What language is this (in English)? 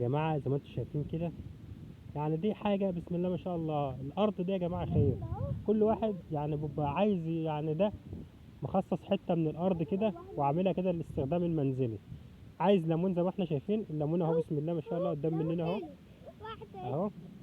Egyptian Arabic